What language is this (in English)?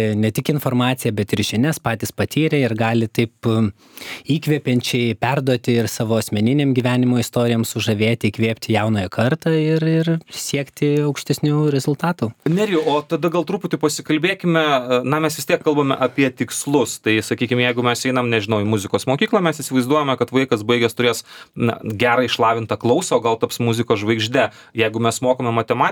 Lithuanian